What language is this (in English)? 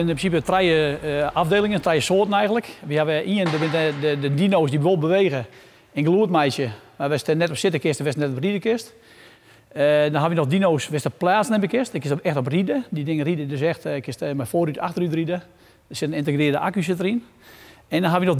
Western Frisian